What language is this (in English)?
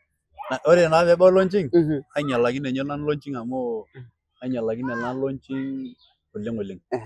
Masai